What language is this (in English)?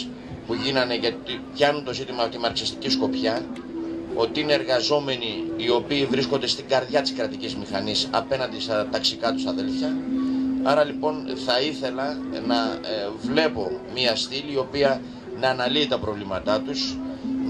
Greek